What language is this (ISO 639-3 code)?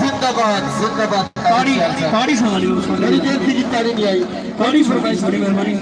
skr